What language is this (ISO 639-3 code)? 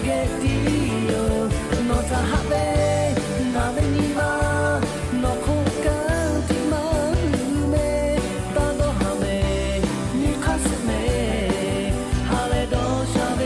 lhu